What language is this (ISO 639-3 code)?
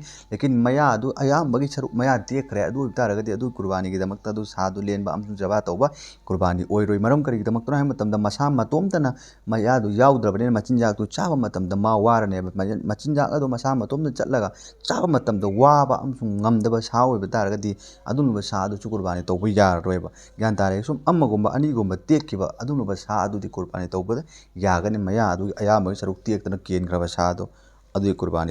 mni